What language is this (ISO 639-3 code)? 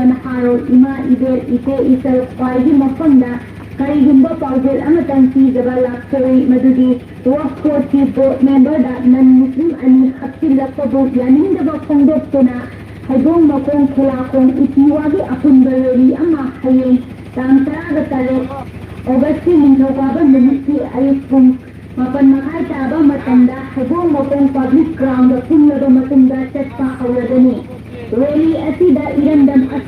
mni